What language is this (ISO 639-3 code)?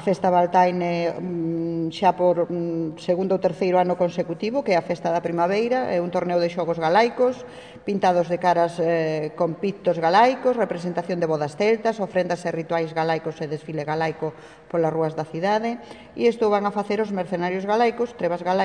glg